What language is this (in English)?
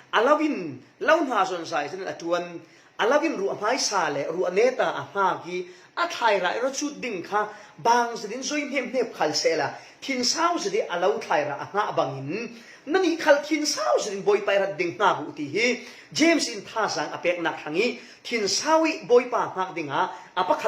Falam Chin